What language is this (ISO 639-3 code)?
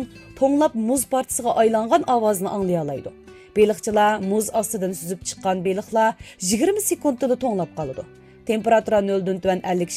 uig